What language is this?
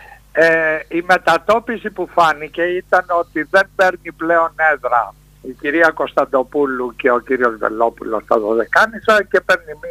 Greek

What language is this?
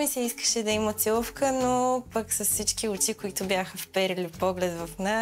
Bulgarian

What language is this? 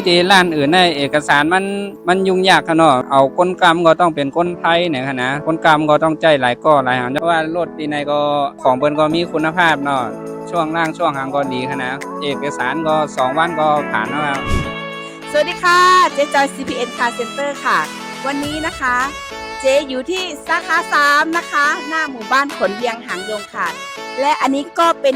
Shan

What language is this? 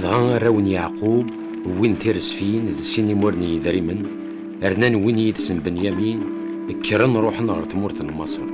Kabyle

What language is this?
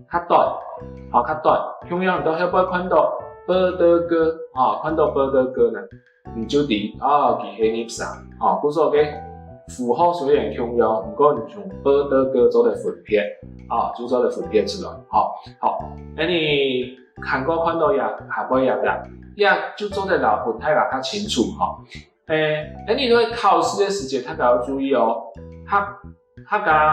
Hakka Chinese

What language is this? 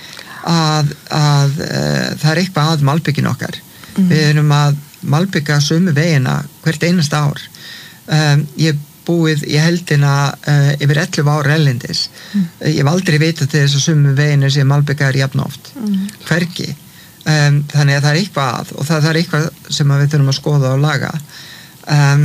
Icelandic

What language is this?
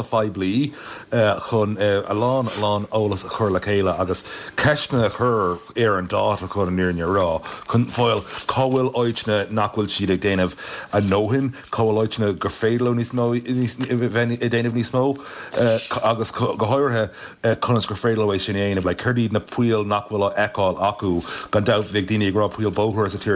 Irish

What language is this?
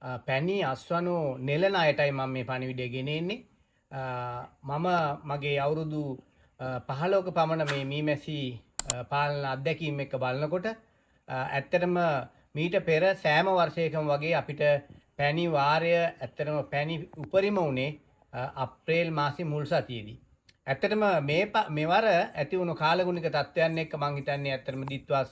Sinhala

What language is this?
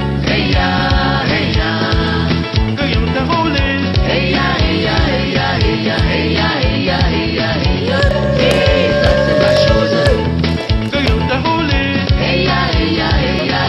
French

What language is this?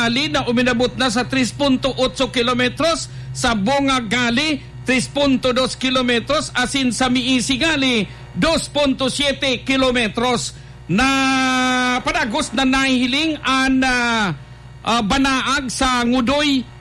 Bikol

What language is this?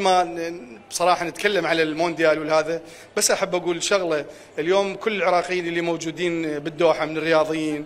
Mesopotamian Arabic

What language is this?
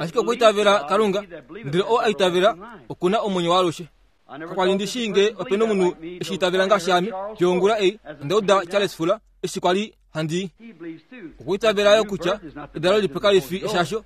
Kuanyama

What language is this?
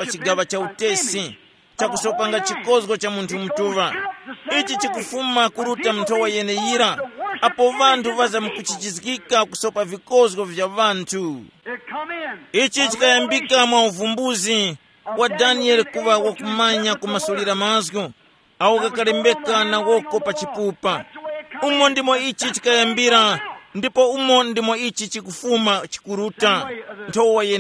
Tumbuka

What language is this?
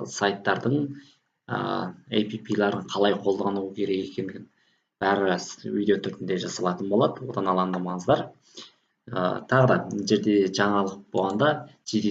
Kazakh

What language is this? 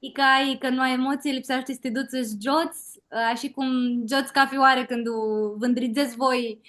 Aromanian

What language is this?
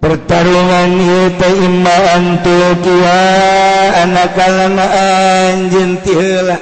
Sundanese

